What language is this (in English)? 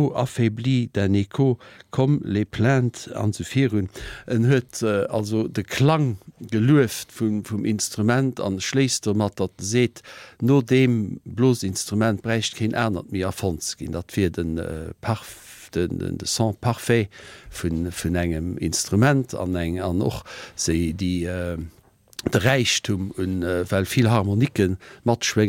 Luxembourgish